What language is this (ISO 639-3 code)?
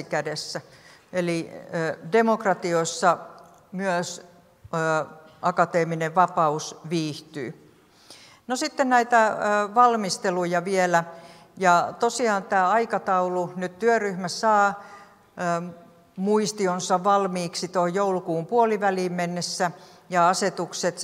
fin